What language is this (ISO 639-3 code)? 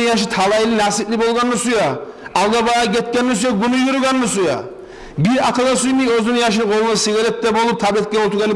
kum